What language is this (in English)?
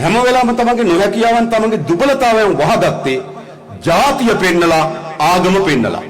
Sinhala